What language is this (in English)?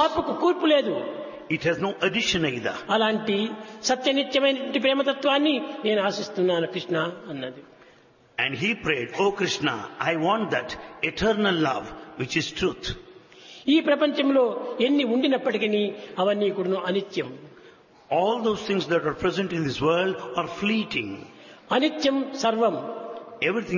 Telugu